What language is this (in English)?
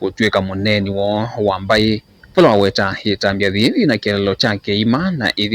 Kamba